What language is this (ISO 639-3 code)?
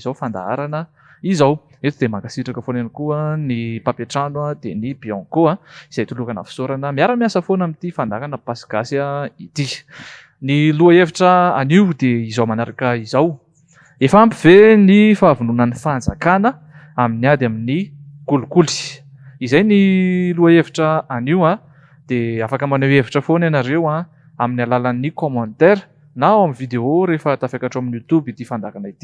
mlg